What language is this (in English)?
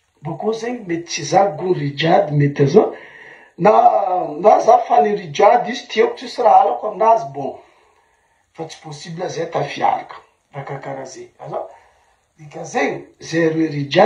Malagasy